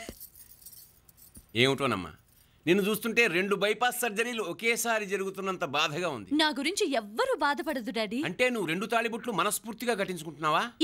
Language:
Telugu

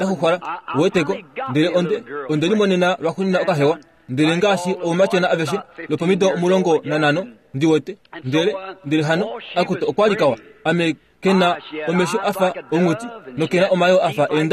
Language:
Kuanyama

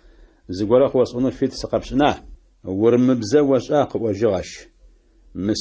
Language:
Adyghe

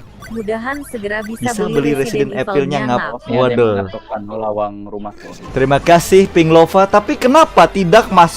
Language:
Banjar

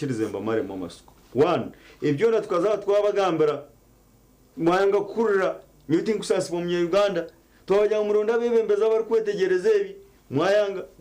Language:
Nyankole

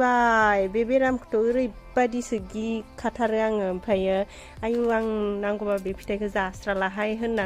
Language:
Bodo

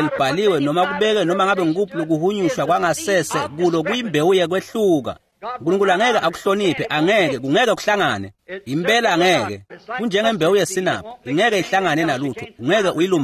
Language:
Swati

